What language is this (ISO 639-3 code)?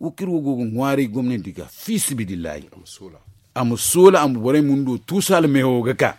dje